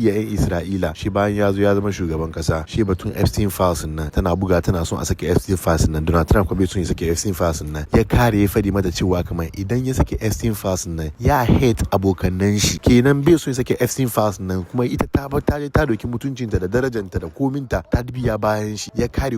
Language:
Hausa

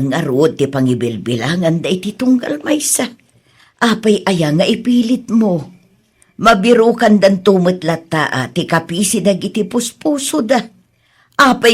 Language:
Iloko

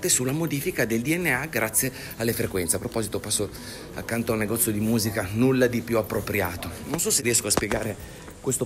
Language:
Italian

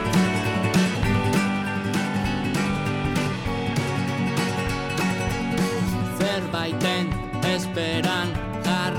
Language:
Basque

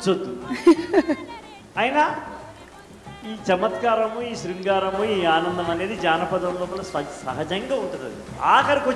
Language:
Telugu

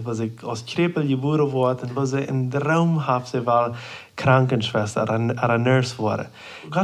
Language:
Plautdietsch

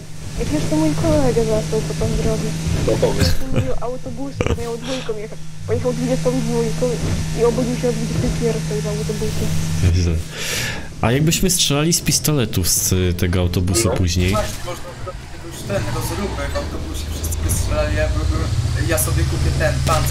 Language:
Polish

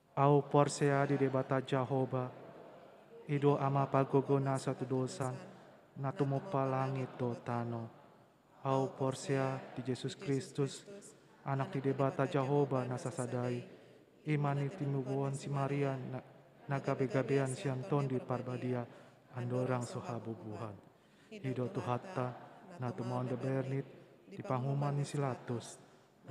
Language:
Batak Toba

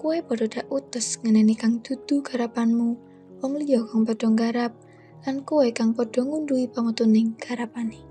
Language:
Javanese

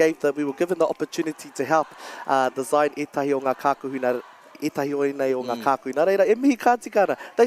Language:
Māori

